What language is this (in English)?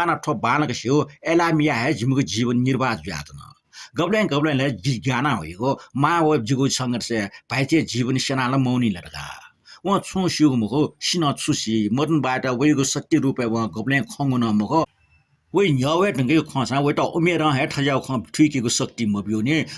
Newari